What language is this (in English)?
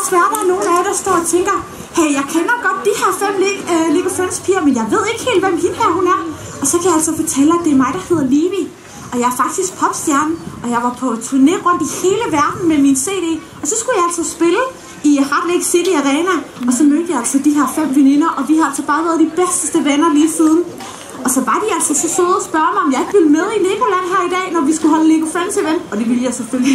Danish